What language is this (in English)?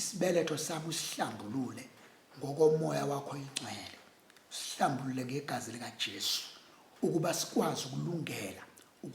Zulu